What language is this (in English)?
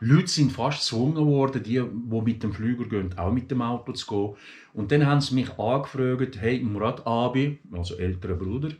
Swiss German